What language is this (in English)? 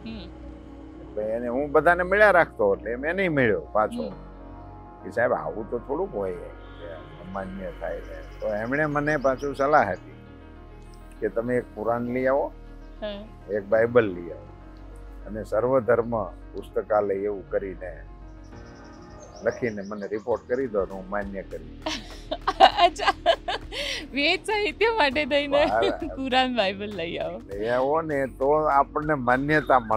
Gujarati